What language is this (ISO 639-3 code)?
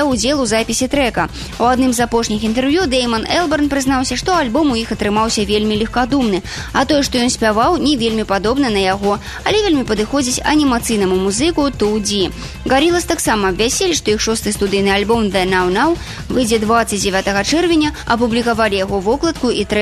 bel